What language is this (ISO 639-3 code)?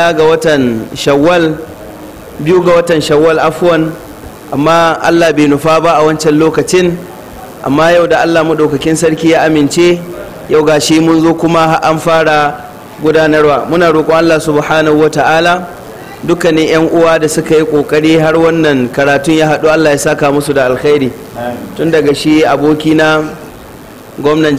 hau